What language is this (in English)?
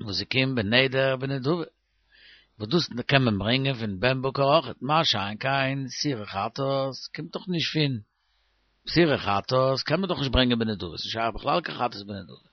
Yiddish